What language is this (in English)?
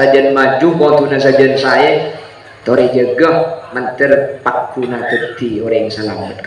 Madurese